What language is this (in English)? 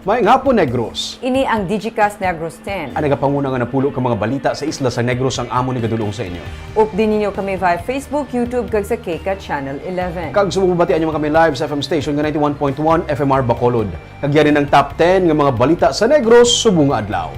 Hiligaynon